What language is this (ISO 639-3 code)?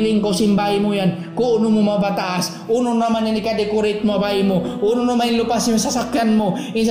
tsg